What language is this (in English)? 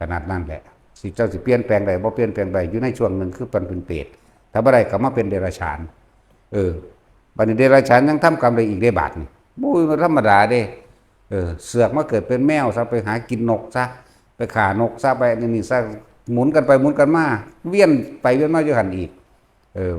Northeastern Thai